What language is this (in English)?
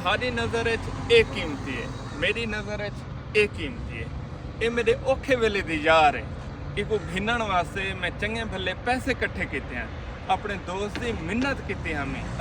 Saraiki